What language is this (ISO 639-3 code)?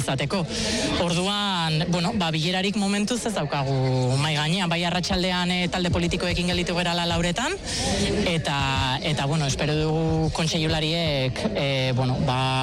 eus